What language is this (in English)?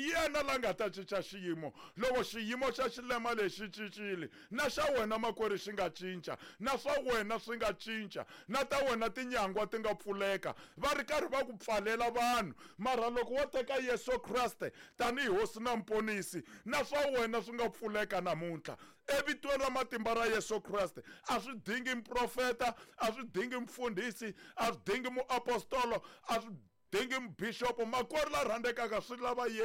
Tsonga